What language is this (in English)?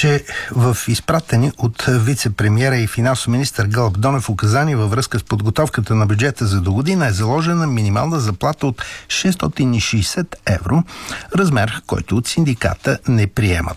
Bulgarian